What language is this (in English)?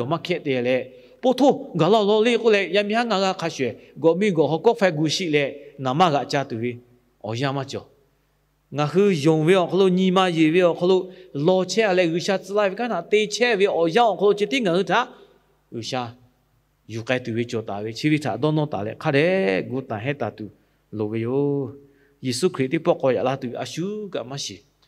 Lahu